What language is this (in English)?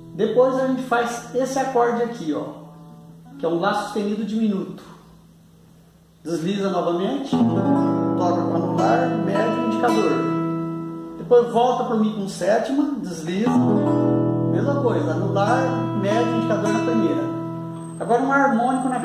Portuguese